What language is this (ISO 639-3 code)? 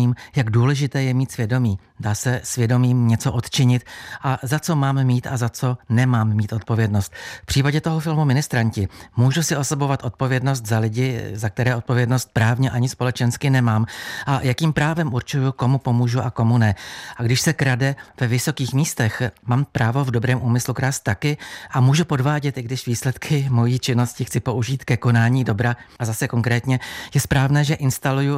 ces